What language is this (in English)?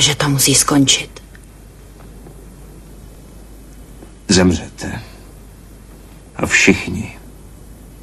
Czech